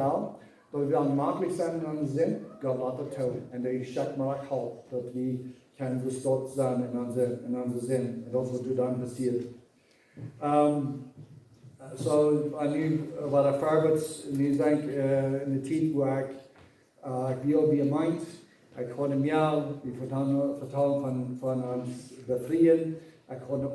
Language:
Plautdietsch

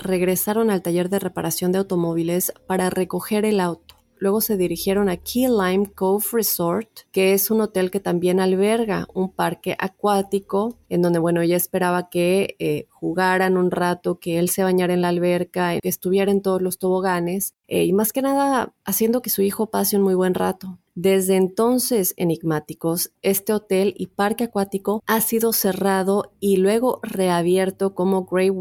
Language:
Spanish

